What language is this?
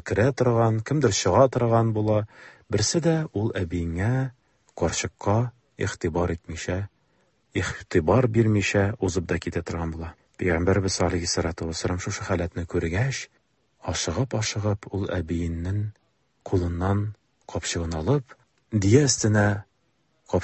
Tatar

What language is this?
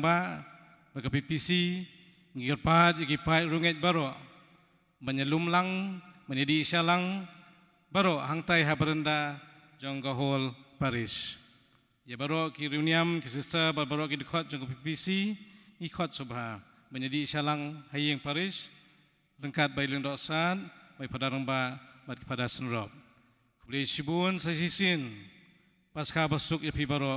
Khasi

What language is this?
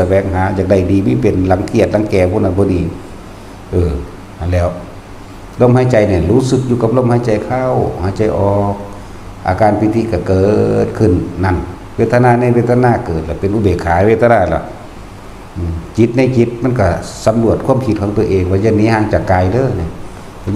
Northeastern Thai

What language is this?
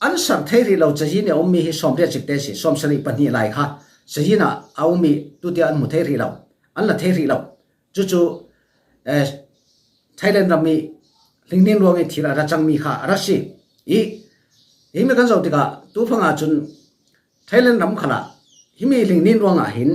Falam Chin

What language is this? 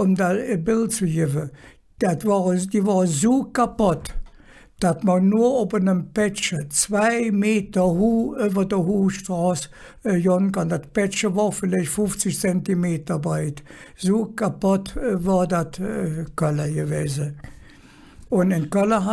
Colognian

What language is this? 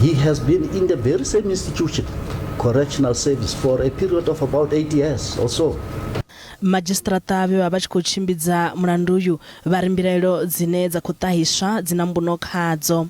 Venda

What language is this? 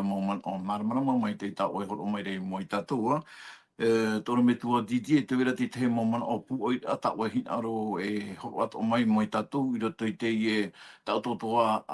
Tahitian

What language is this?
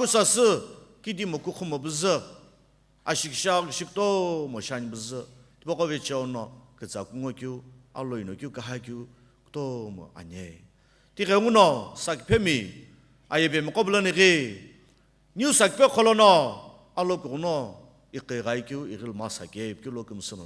Sumi Naga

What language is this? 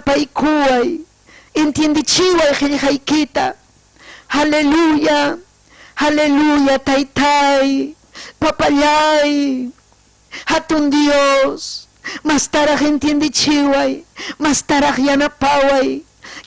Ayacucho Quechua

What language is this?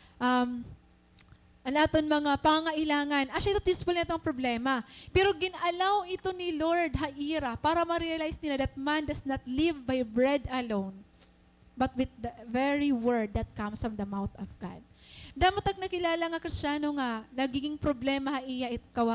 Waray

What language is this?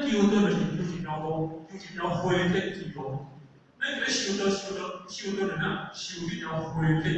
Min Nan Chinese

